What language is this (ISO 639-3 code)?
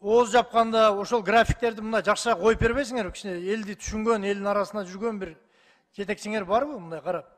kir